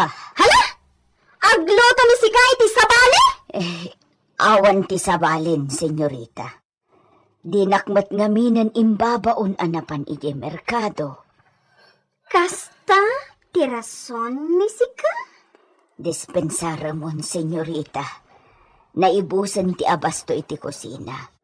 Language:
Iloko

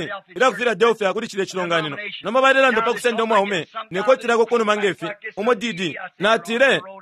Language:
Bemba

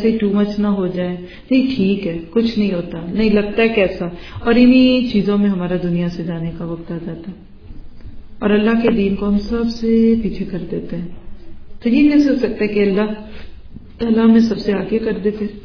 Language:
Urdu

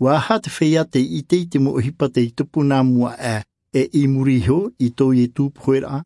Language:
Tahitian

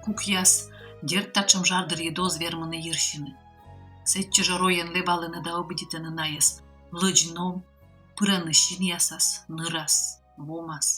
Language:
Komi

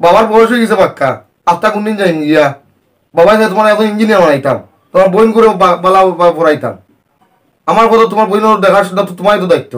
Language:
Sylheti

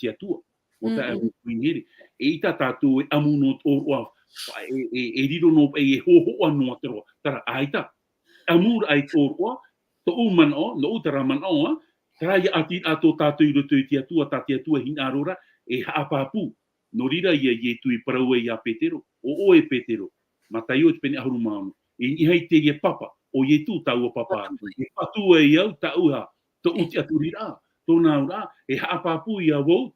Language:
Tahitian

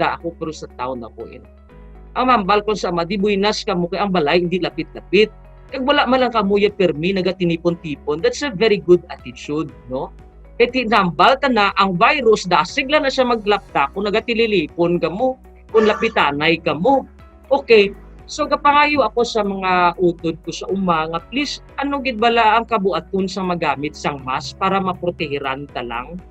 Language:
Hiligaynon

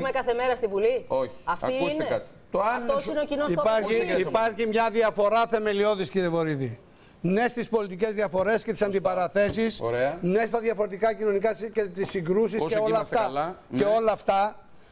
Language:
Greek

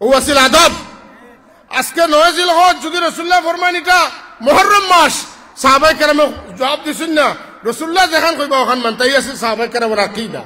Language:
Sylheti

